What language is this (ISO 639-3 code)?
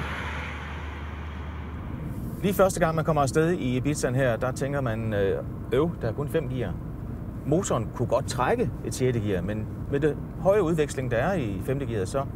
dan